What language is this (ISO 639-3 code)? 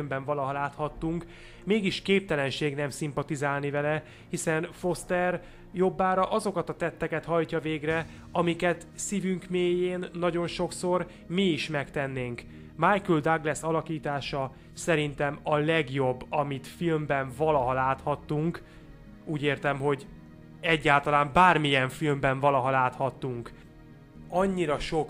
hun